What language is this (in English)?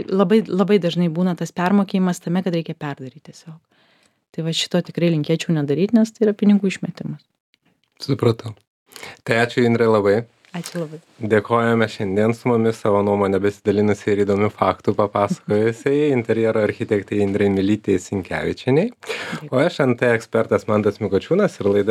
Lithuanian